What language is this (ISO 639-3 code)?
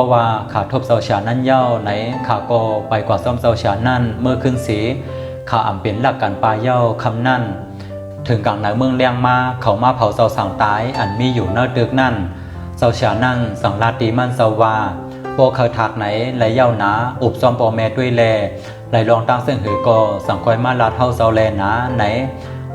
shn